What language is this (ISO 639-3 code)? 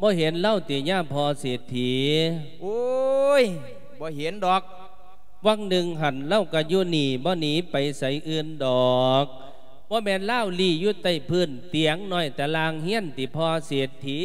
lao